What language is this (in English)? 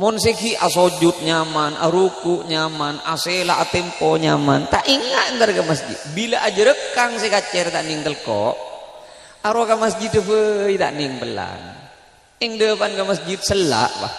Madurese